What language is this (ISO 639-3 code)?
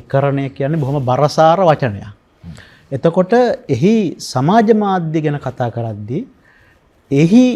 sin